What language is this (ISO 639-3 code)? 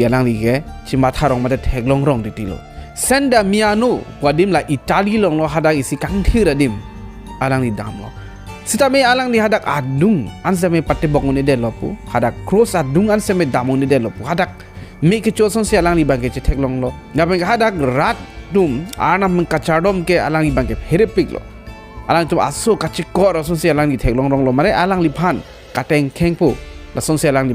mjw